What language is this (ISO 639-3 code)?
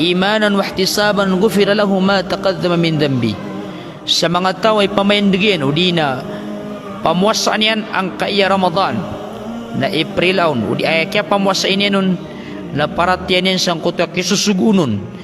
mrw